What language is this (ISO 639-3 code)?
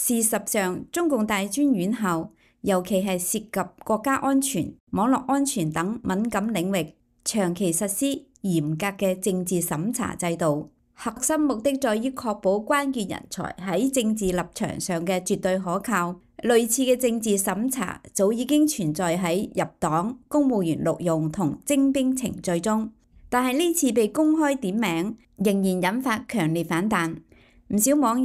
yue